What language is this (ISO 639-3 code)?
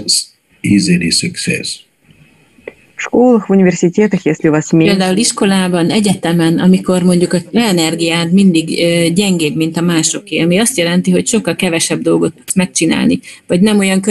hun